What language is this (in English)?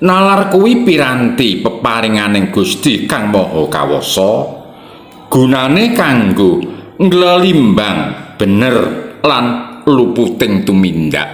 Javanese